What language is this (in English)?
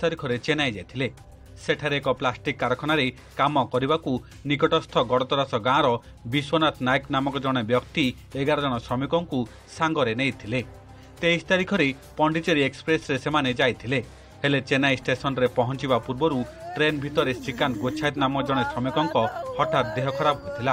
Odia